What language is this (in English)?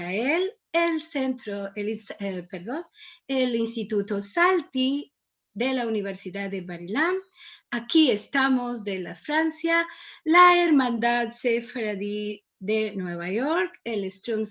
Ladino